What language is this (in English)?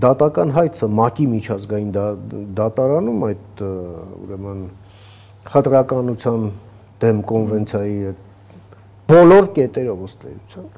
Armenian